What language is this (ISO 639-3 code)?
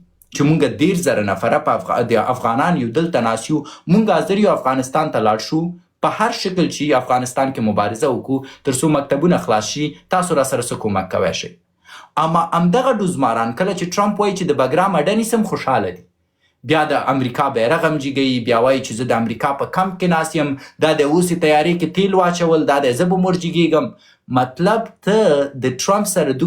pus